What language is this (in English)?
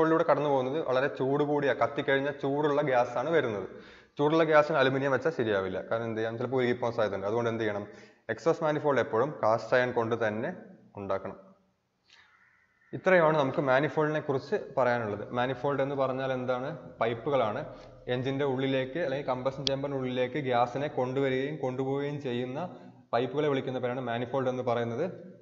Malayalam